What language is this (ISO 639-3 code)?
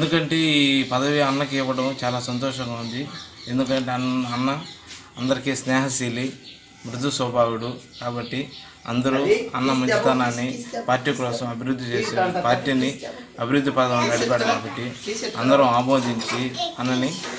tel